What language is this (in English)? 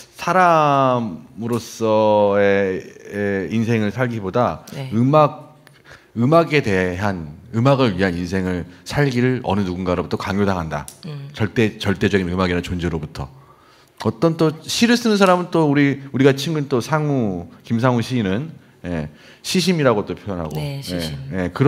Korean